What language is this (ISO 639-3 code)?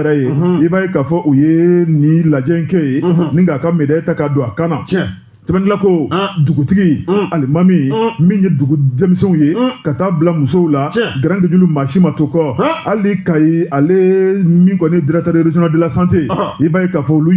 bam